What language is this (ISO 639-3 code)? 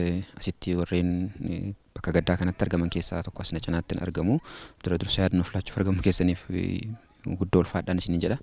orm